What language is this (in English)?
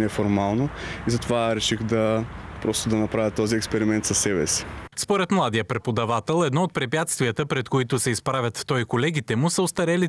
Bulgarian